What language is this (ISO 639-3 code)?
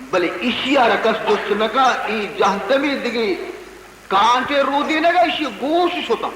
bal